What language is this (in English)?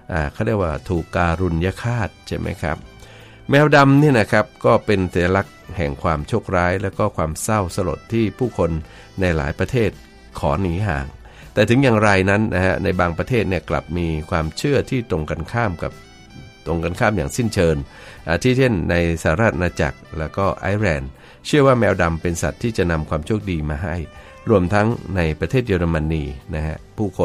Thai